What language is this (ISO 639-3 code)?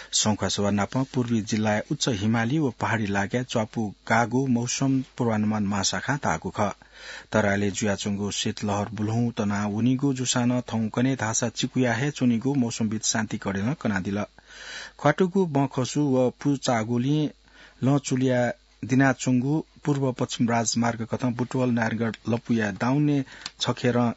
new